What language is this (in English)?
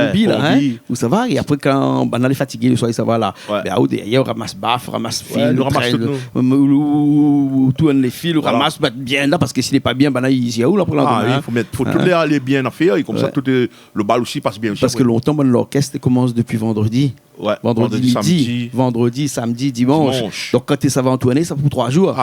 Réunion Creole French